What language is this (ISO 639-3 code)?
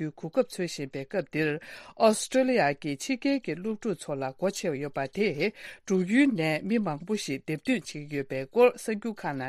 bod